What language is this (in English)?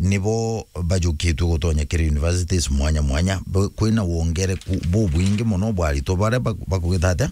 Meru